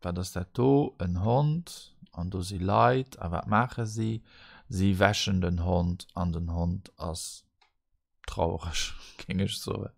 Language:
Luxembourgish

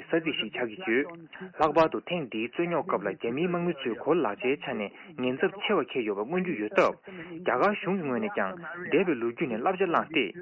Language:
Tibetan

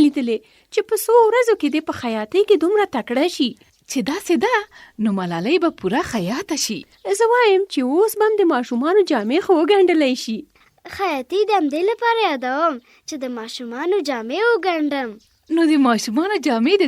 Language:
Pashto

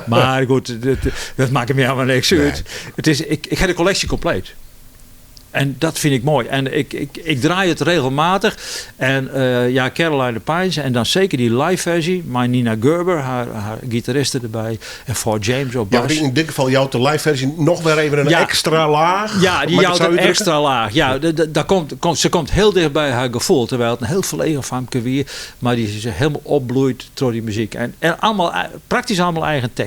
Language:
Western Frisian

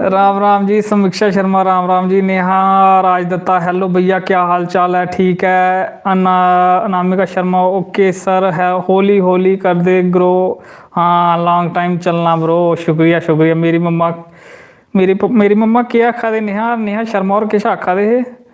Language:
Dogri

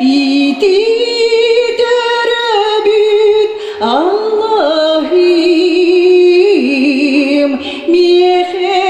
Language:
Yakut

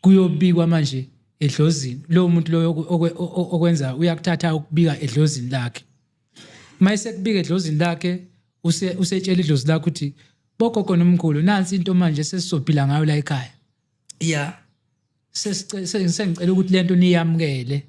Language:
Zulu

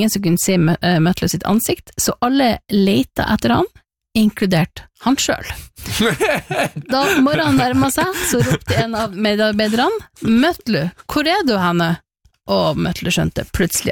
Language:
Norwegian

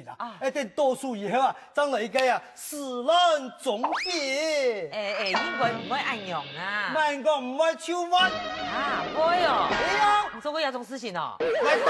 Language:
Hakka Chinese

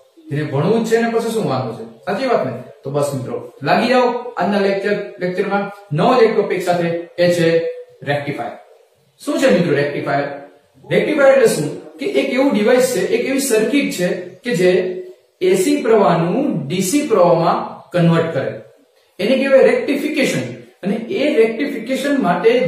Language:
Gujarati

